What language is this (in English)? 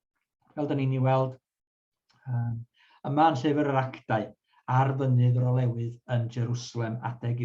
Welsh